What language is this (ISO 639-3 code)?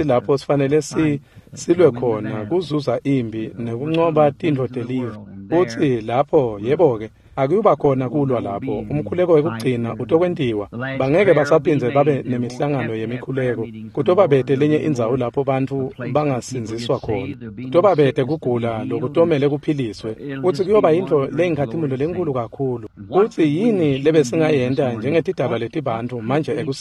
ssw